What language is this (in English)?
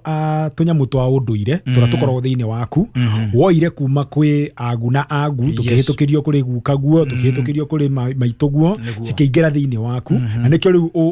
Kikuyu